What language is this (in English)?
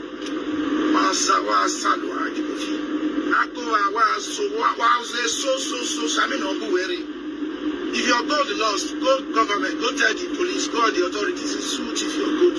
Nigerian Pidgin